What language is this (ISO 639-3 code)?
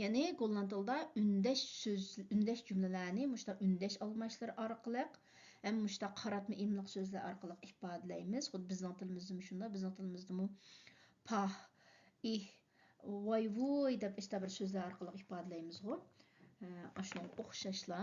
uig